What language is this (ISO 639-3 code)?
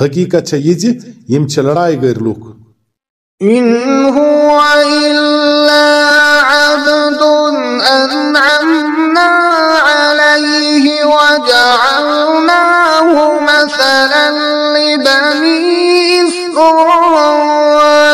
kas